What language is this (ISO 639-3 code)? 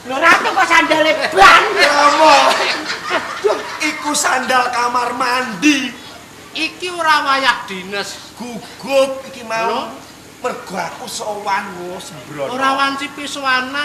jav